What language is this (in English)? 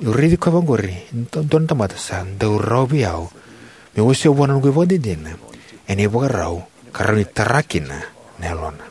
Fijian